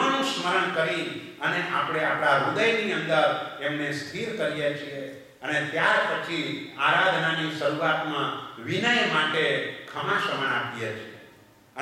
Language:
Gujarati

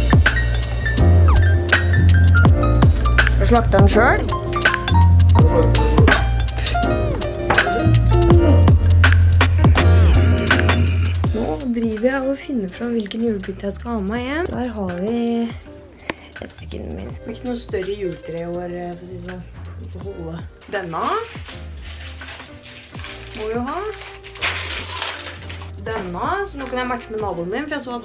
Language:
Norwegian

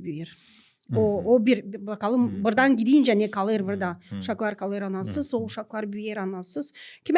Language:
Gagauz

